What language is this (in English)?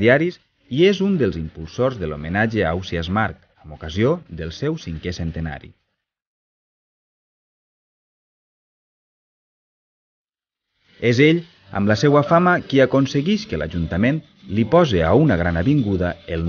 Catalan